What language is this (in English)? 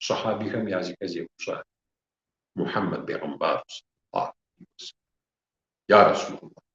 Kabardian